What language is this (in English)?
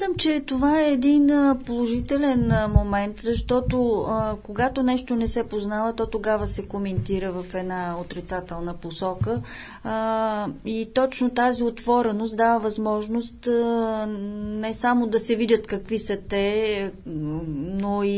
Bulgarian